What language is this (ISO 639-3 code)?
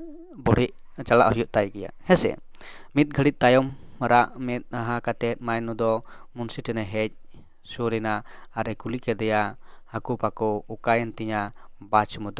sat